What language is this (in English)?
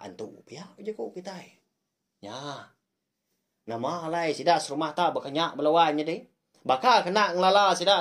Iban